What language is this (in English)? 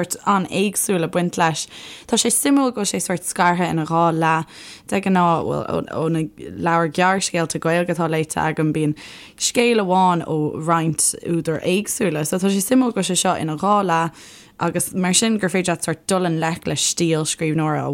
Irish